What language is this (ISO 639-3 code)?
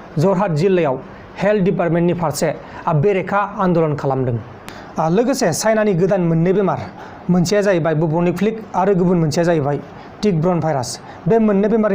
brx